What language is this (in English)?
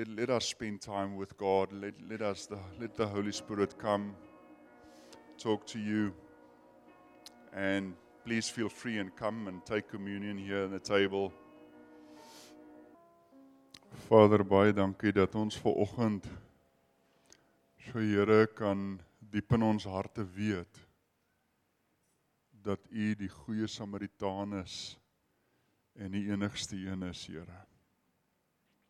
Afrikaans